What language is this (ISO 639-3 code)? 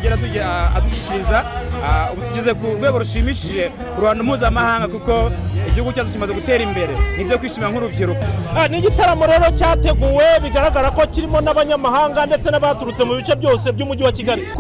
kin